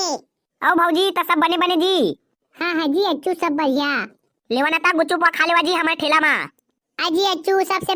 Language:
Chhattisgarhi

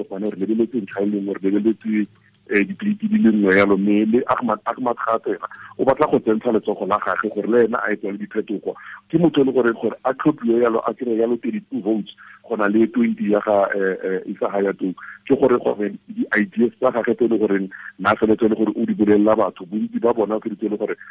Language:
Tswana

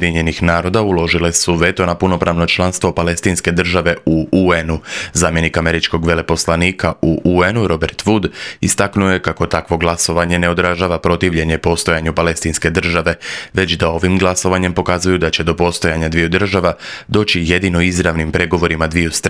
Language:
Croatian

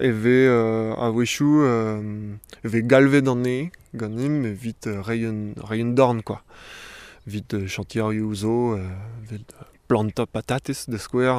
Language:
Breton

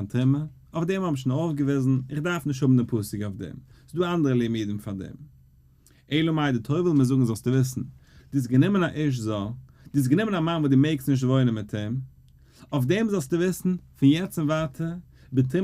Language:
Yiddish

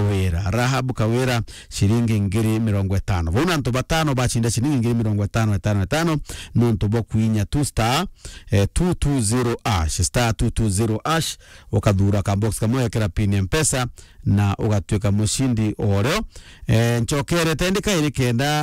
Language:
Meru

